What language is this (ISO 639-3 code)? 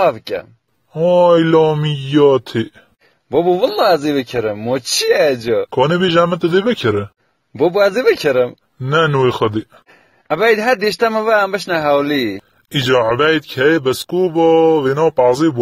kur